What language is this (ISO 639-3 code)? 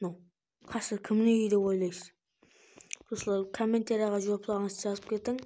kaa